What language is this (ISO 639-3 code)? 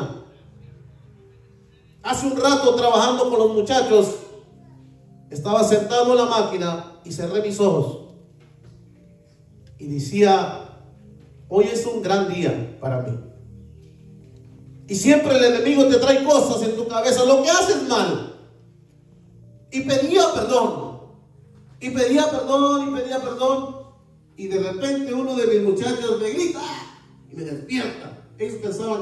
spa